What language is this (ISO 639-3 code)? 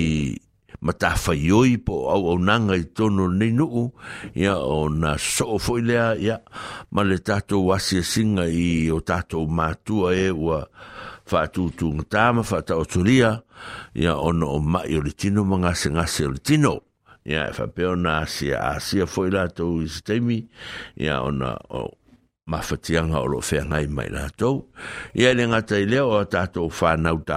smo